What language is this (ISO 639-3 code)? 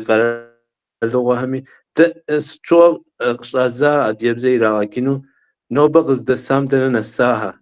kbd